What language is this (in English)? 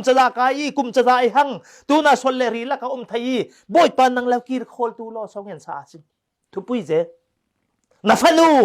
Falam Chin